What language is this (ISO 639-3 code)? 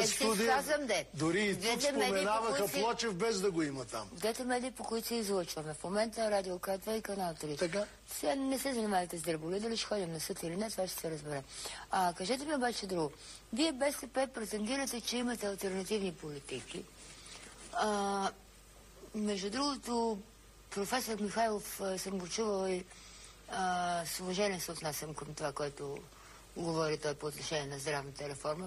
bul